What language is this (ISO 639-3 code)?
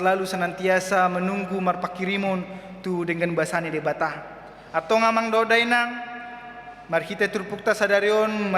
bbc